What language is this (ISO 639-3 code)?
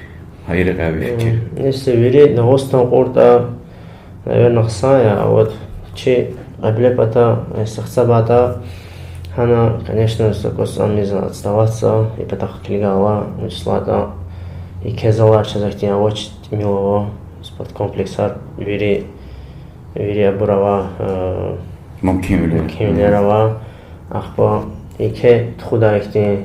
lez